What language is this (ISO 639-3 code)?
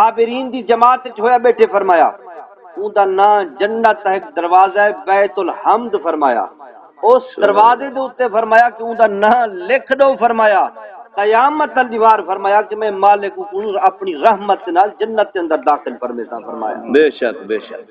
skr